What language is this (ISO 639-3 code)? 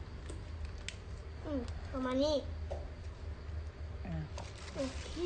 lao